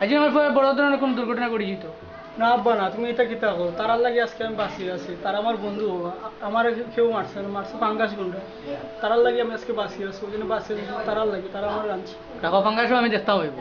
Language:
Sylheti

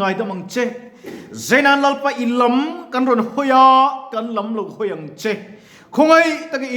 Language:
Mizo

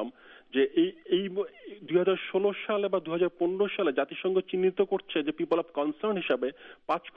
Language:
Bangla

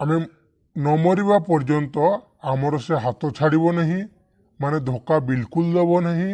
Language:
Odia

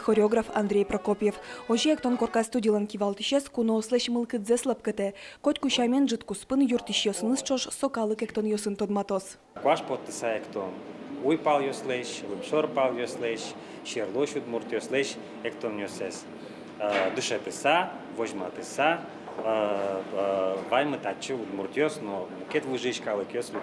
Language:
Udmurt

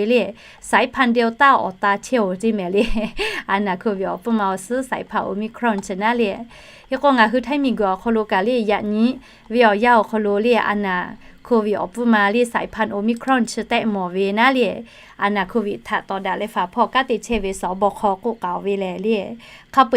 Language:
Lahu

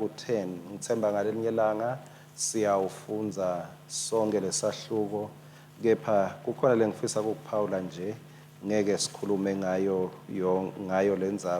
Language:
Swati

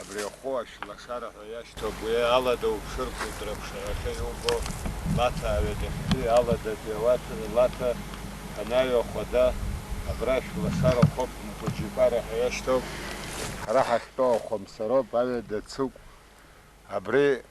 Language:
Abkhazian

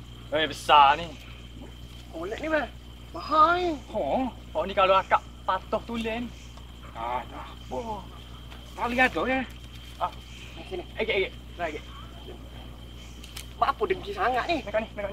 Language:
Malay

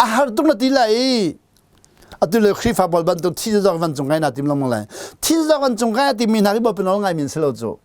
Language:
Hakha Chin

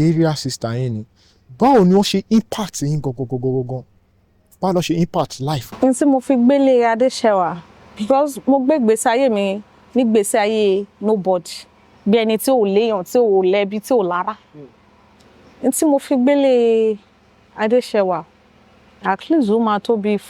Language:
Yoruba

